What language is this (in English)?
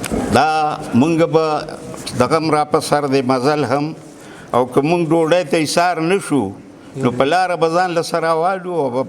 Pashto